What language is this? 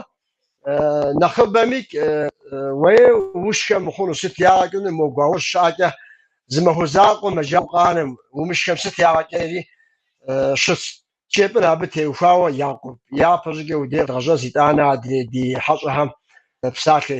Kabardian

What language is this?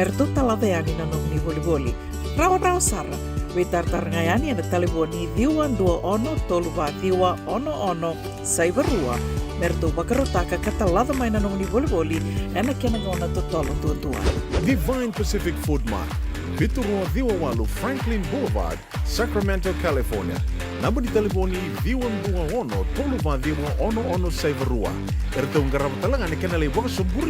Fijian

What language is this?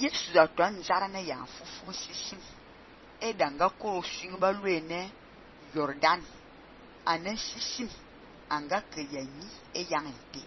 Fang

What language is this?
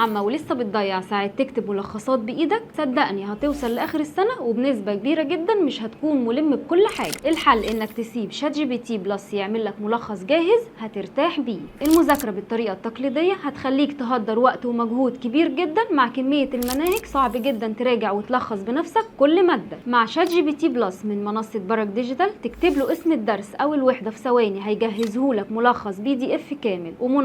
Egyptian Arabic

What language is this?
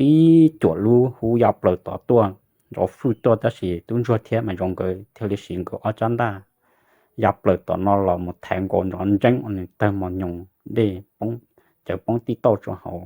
Hmong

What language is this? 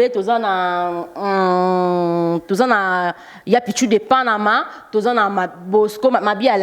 Lingala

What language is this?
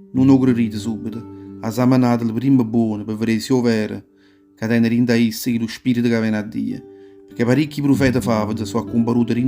Neapolitan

